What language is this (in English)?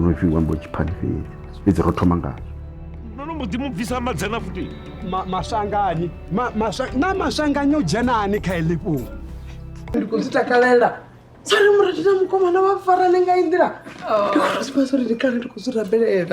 Venda